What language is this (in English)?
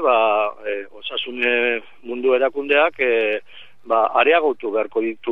Basque